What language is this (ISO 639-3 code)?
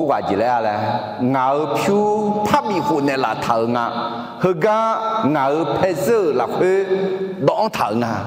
ahk